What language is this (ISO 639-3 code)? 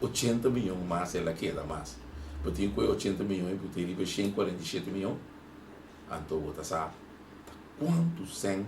pap